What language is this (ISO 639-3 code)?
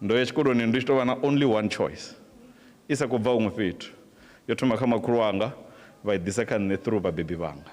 ven